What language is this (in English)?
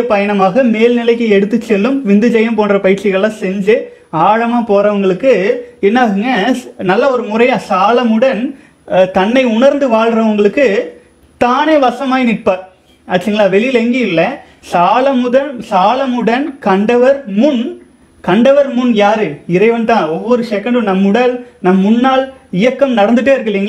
Tamil